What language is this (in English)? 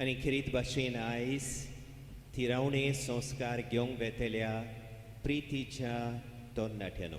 Konkani